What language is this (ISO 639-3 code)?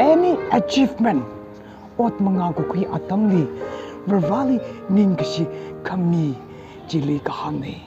nmf